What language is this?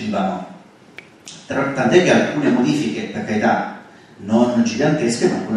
Italian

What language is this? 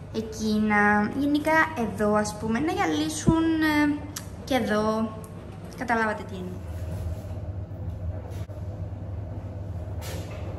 Greek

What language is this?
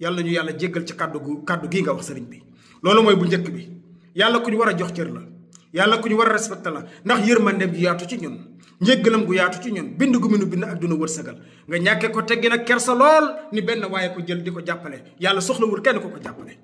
Wolof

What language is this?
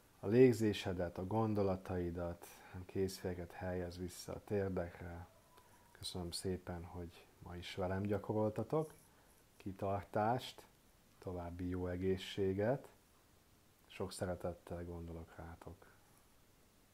Hungarian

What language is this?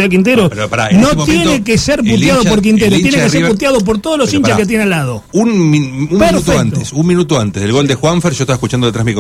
Spanish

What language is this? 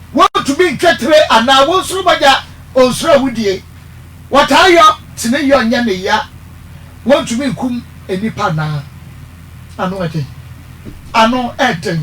Akan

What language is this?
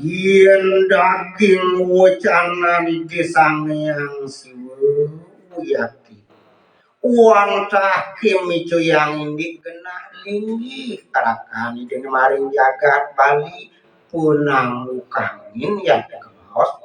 Balinese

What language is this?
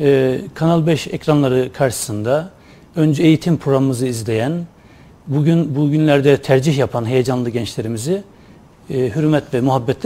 Turkish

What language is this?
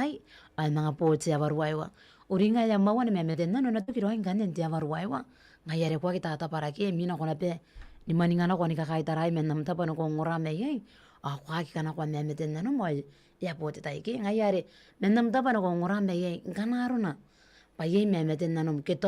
Gilbertese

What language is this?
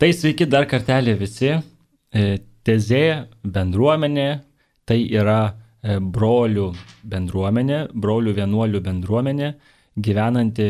Lithuanian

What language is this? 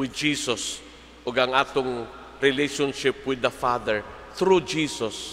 Cebuano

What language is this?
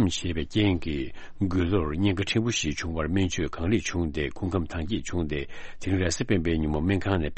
Tibetan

